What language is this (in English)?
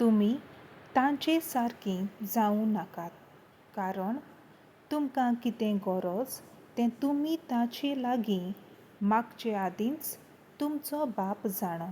Konkani